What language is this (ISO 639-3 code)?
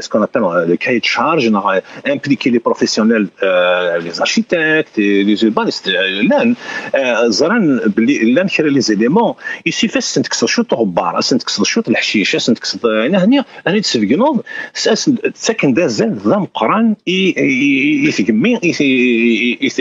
kab